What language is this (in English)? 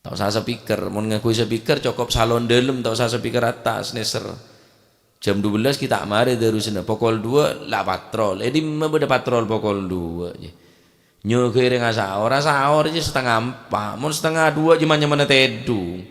Madurese